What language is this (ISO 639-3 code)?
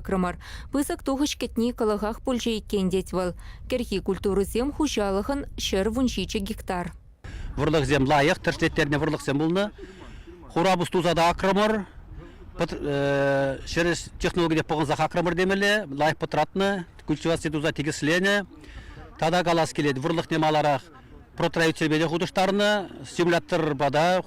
chv